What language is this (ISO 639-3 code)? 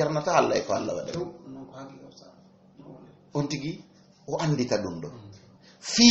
ful